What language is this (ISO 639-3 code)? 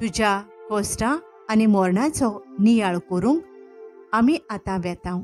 kok